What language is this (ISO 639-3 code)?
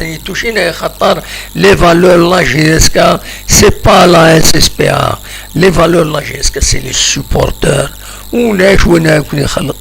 kab